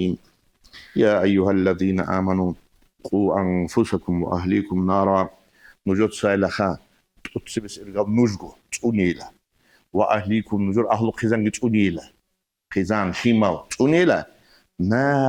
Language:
Avaric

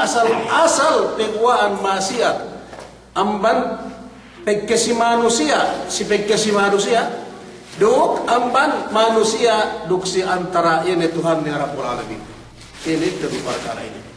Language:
Yakan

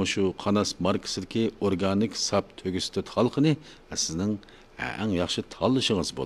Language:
Uyghur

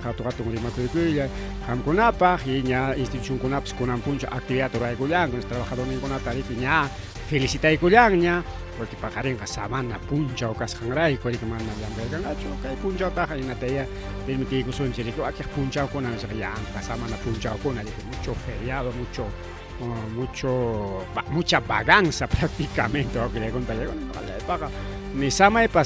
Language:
Ayacucho Quechua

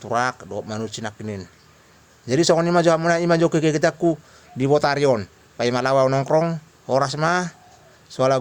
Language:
Batak Toba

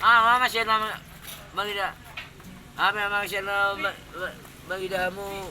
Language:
Batak Toba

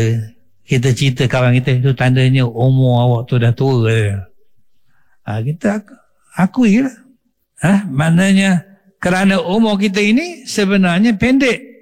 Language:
Malay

